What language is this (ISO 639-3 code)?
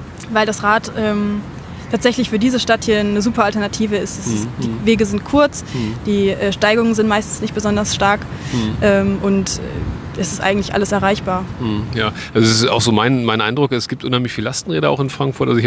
deu